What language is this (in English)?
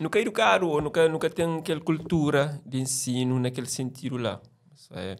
Kabuverdianu